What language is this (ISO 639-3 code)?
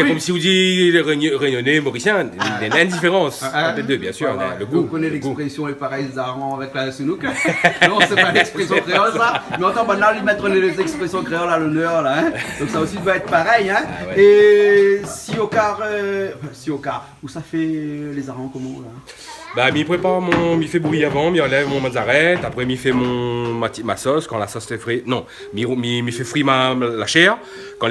rcf